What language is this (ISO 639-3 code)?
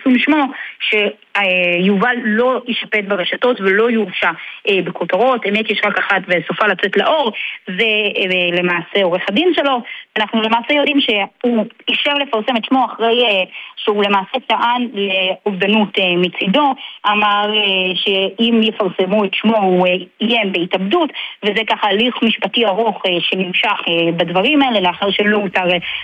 heb